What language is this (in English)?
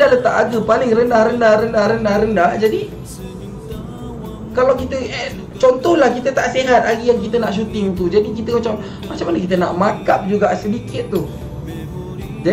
Malay